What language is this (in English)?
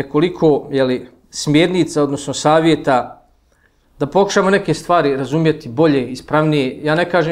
Bosnian